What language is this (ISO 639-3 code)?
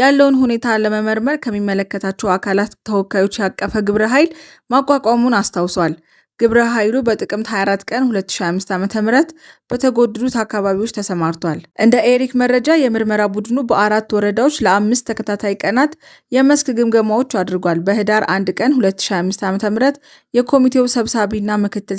amh